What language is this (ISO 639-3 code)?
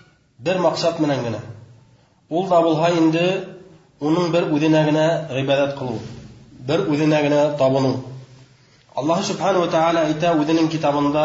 bak